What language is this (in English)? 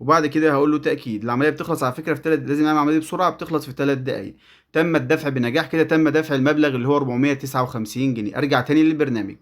Egyptian Arabic